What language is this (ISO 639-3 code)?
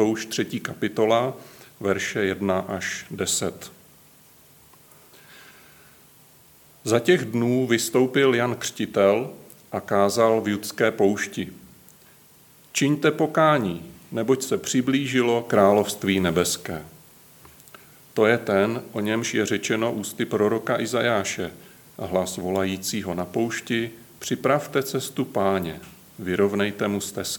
ces